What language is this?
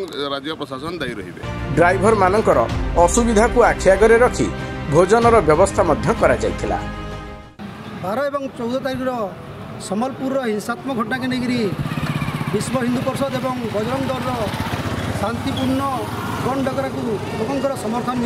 Odia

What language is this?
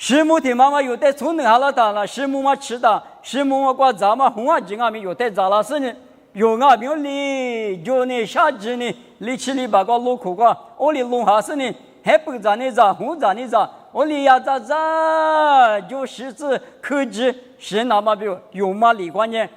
Lisu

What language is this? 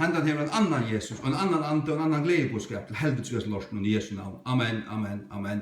Faroese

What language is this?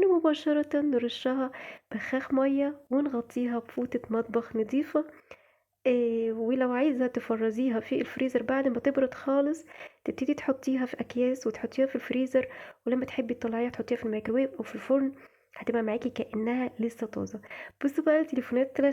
Egyptian Arabic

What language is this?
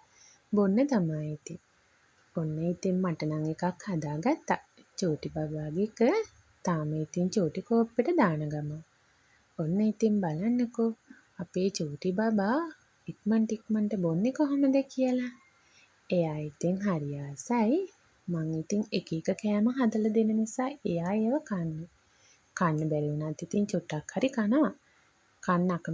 Sinhala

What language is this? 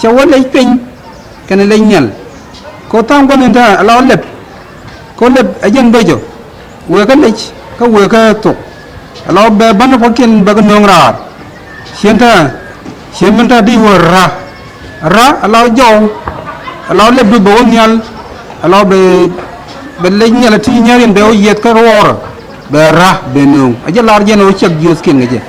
Nuer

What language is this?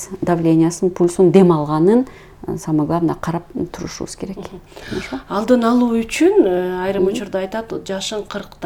Kyrgyz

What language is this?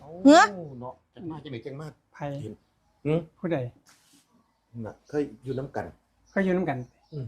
Northeastern Thai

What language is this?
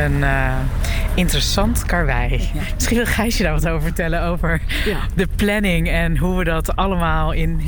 Dutch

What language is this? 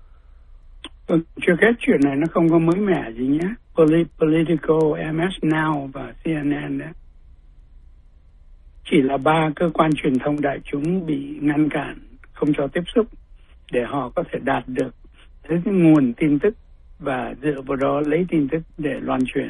Vietnamese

